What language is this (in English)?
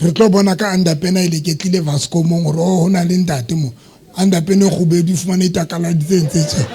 Southern Sotho